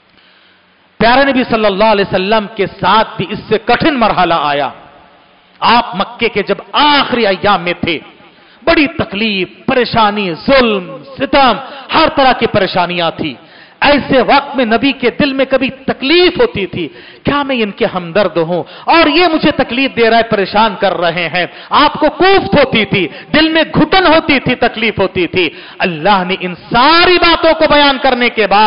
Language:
Urdu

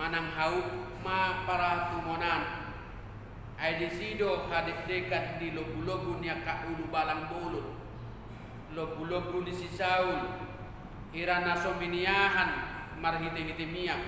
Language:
Batak Toba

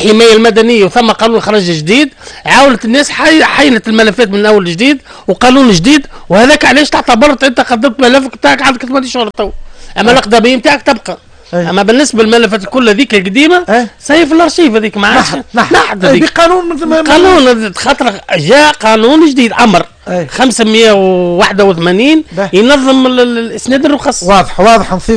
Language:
Tunisian Arabic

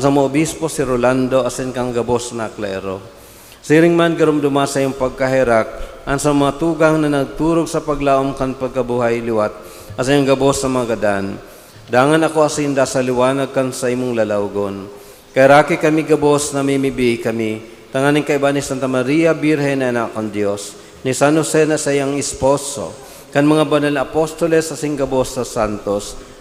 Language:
Bikol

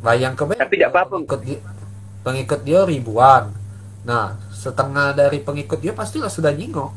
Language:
Musi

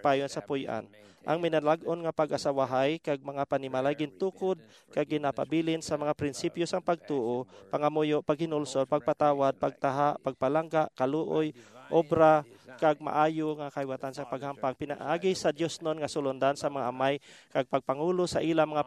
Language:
Hiligaynon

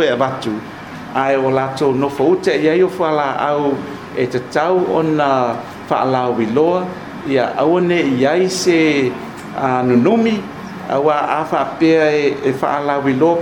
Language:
Samoan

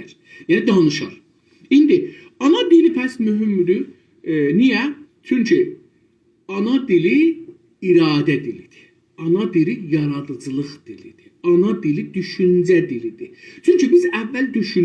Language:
South Azerbaijani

